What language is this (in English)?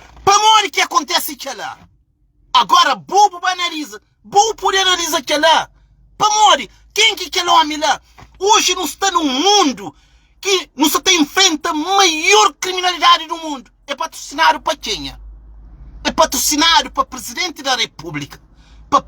Kabuverdianu